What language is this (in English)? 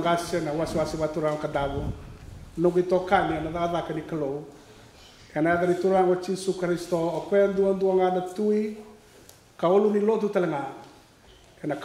Fijian